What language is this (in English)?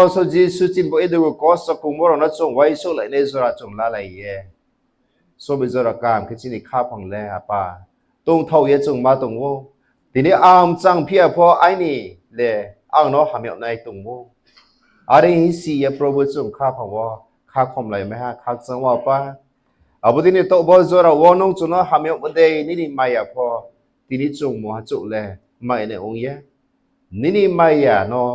Riang (India)